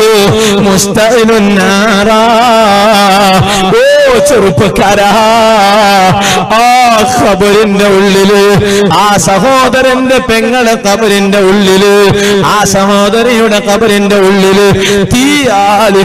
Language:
Malayalam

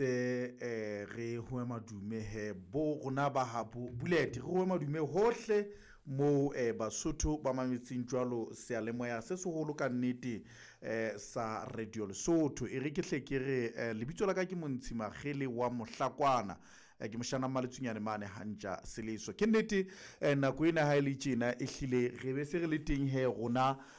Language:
Southern Sotho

